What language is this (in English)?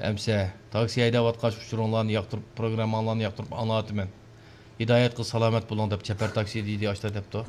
Uyghur